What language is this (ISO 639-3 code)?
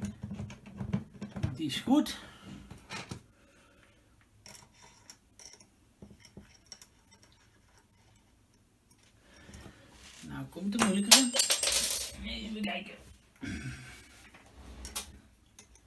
nld